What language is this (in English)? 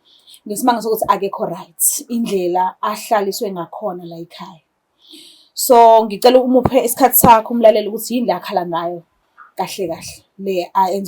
Zulu